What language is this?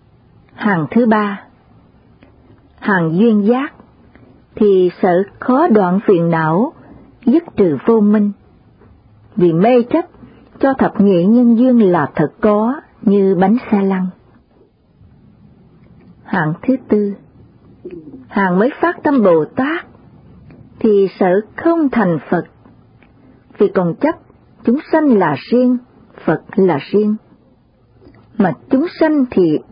Vietnamese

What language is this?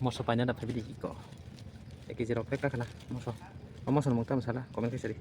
Kok Borok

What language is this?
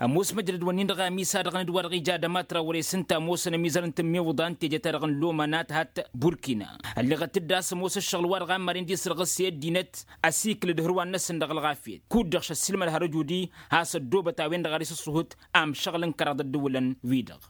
Tamasheq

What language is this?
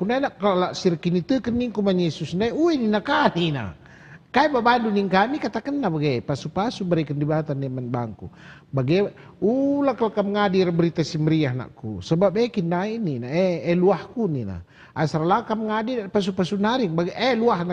Batak Karo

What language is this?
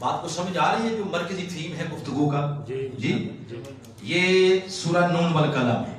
Urdu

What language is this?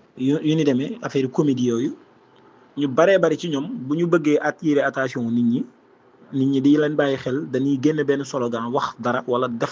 Wolof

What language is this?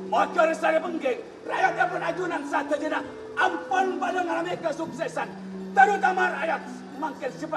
Madurese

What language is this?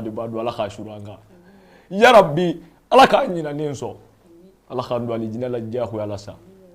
Bambara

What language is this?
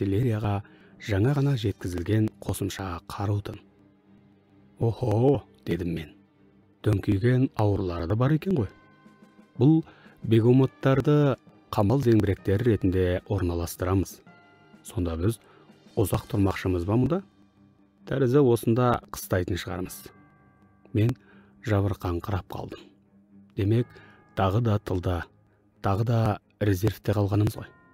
Kazakh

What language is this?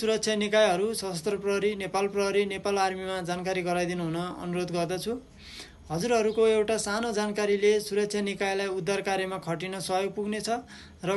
Nepali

